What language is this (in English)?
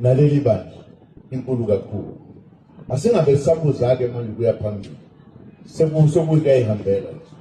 Zulu